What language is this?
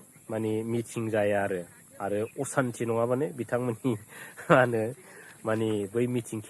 Bodo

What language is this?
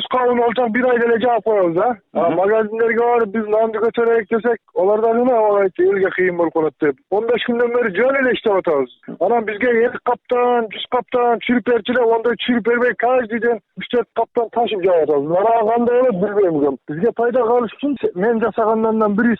Kyrgyz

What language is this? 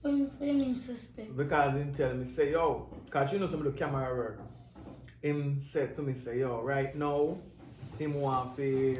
Jamaican Creole English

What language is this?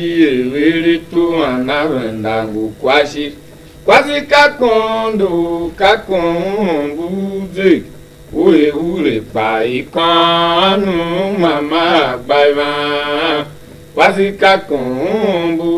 Tiv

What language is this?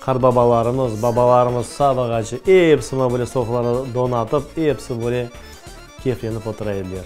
Crimean Tatar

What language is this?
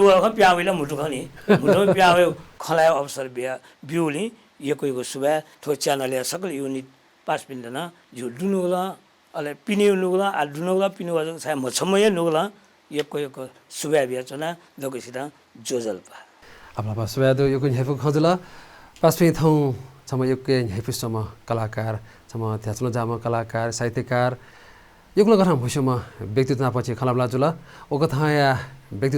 Newari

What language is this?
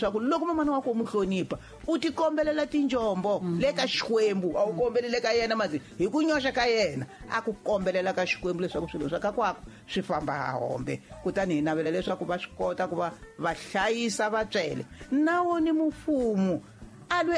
Tsonga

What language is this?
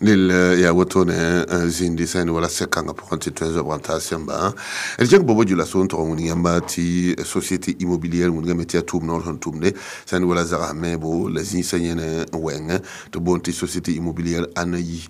Mossi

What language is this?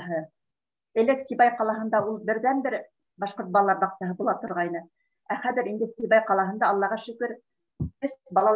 Bashkir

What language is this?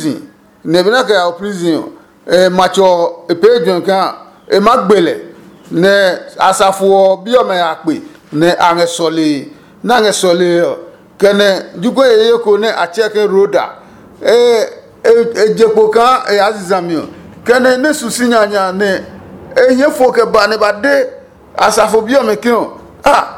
Adangme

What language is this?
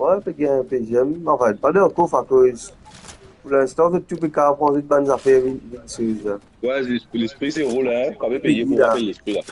Morisyen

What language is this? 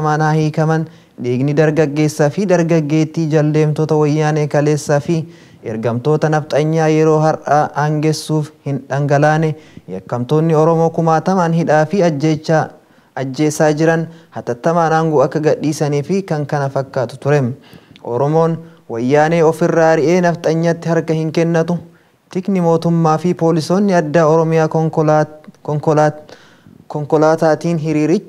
Oromo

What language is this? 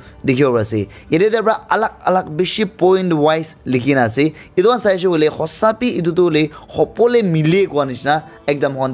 Naga Pidgin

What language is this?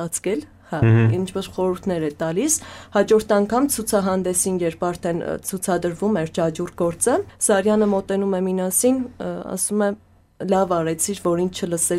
Armenian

